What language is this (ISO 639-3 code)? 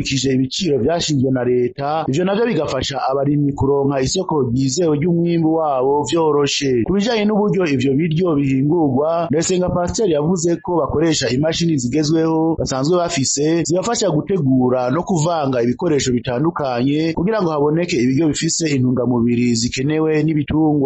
run